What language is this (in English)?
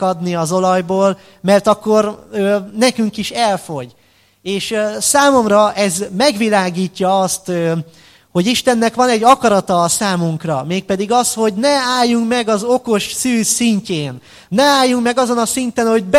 Hungarian